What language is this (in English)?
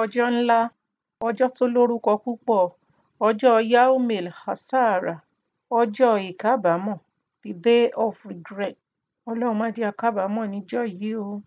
Yoruba